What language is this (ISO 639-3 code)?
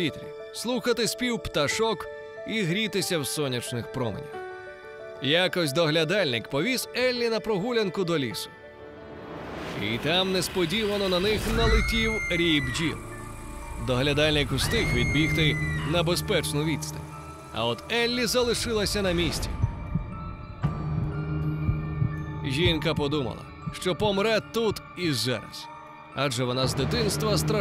ukr